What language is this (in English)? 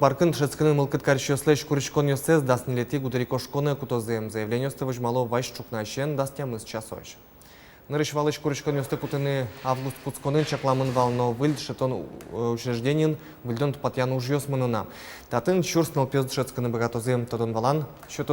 Udmurt